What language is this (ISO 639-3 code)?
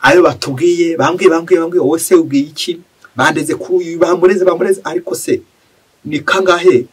kin